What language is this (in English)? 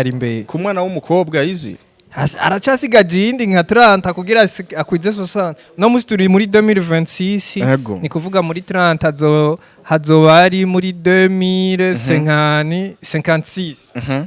Rundi